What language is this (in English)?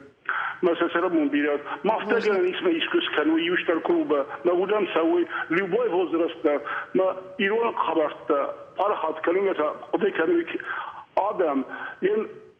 Ossetic